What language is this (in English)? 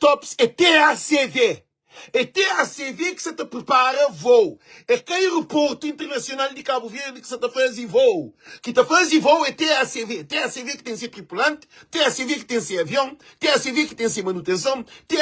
Kabuverdianu